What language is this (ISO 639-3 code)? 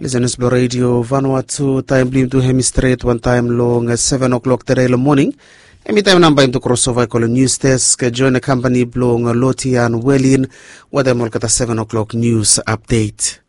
bis